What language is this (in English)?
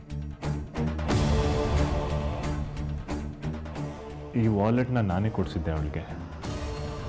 Kannada